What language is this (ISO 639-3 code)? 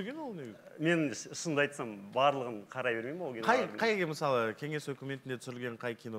kaz